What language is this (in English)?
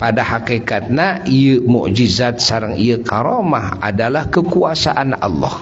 Sundanese